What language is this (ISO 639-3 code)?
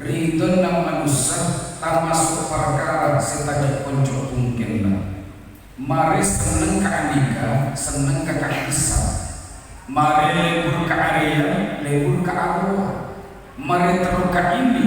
mad